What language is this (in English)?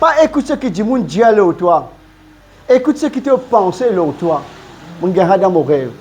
Morisyen